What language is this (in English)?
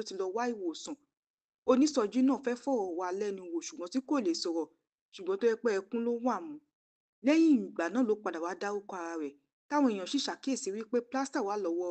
Yoruba